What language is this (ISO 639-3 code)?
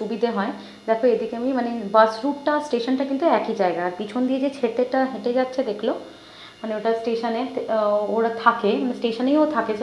ben